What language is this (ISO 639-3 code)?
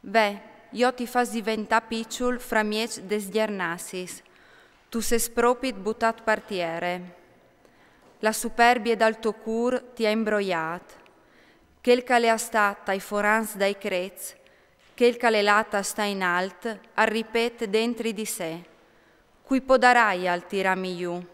fur